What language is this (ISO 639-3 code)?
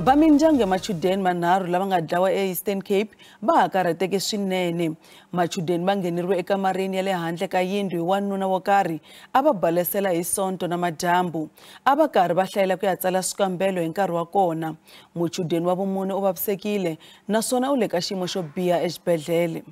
tso